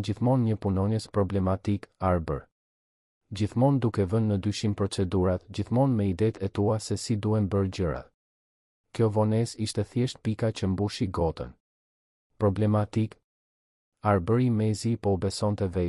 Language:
Albanian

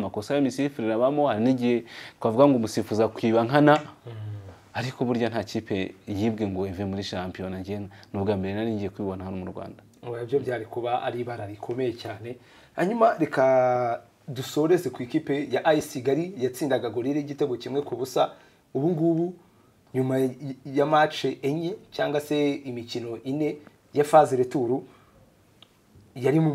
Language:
Kinyarwanda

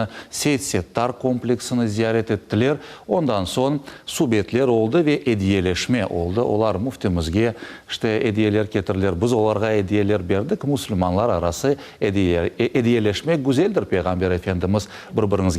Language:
Crimean Tatar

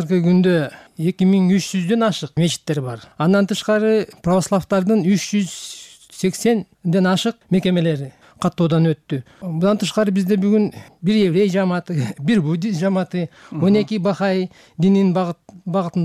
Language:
Kyrgyz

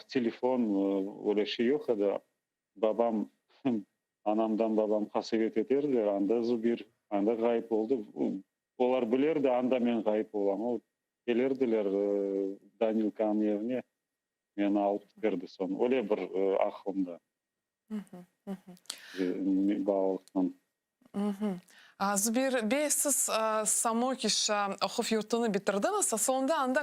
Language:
Crimean Tatar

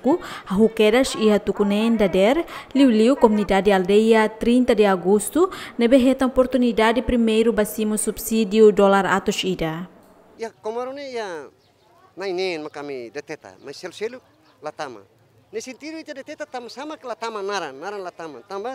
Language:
Tetum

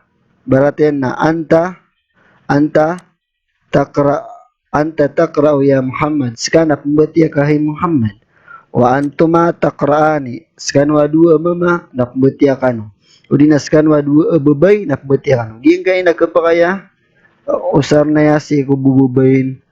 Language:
Maranao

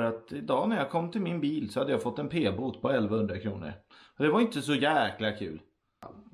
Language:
Swedish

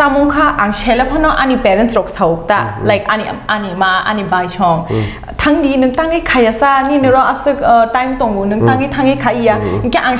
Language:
Kok Borok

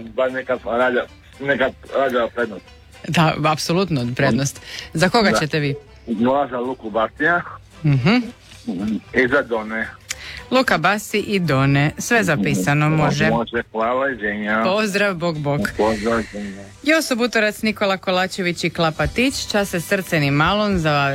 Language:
Croatian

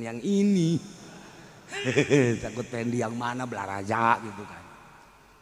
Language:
Sundanese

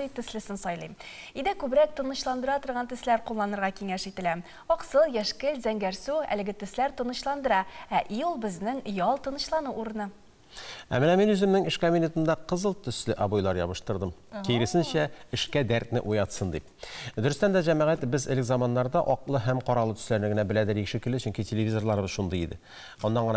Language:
Tatar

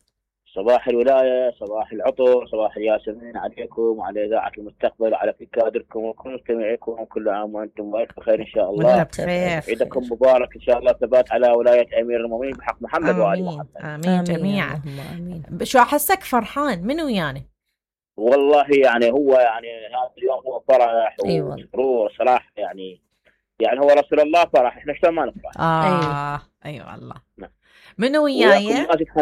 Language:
Mesopotamian Arabic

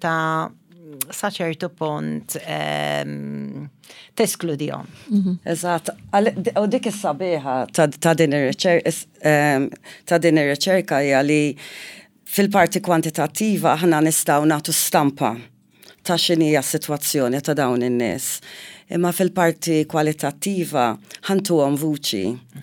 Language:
Maltese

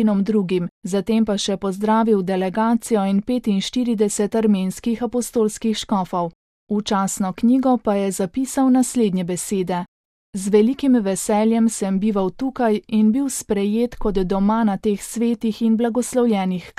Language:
Slovenian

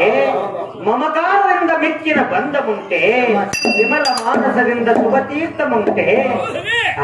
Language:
Kannada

